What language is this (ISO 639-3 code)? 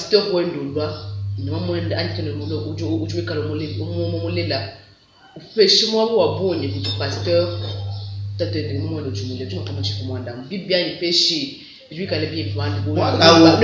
lua